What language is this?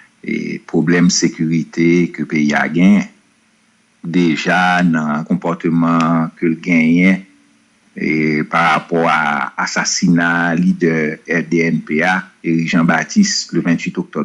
Haitian Creole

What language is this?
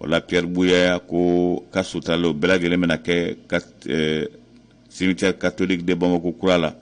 Bambara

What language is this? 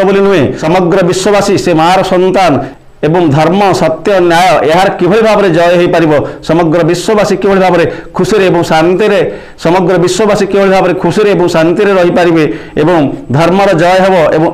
Odia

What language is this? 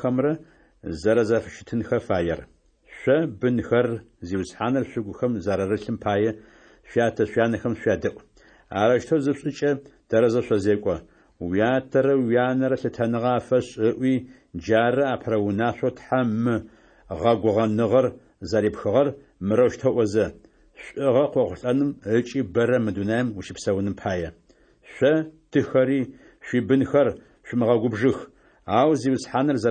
Adyghe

